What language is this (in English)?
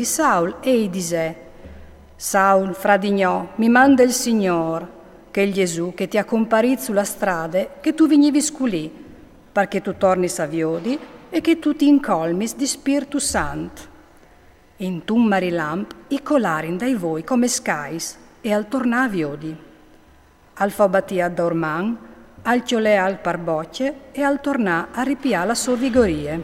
Friulian